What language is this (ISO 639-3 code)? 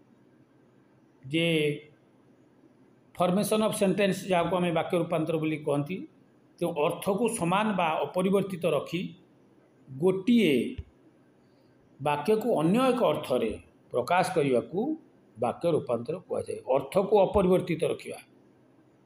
ori